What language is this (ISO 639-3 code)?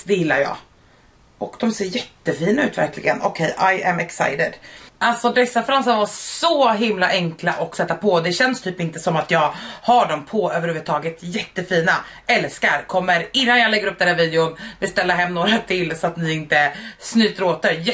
swe